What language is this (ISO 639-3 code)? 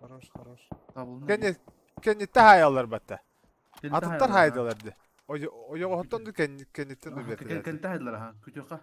sah